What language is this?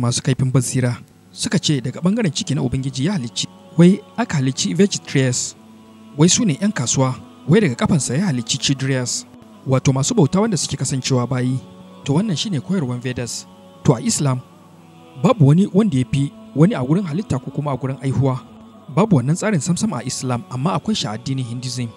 Hausa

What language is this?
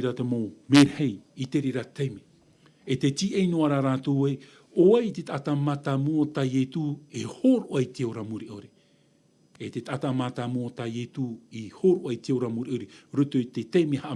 Tahitian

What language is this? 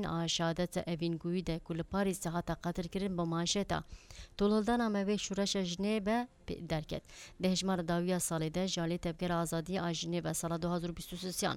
Kurdish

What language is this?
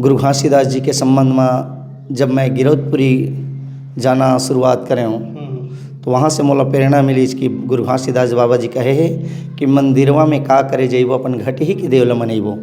Chhattisgarhi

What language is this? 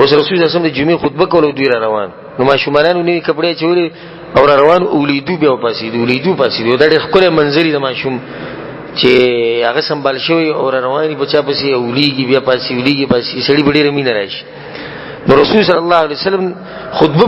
Pashto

